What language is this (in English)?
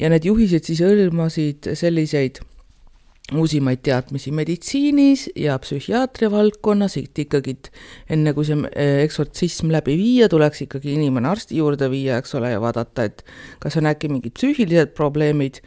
Estonian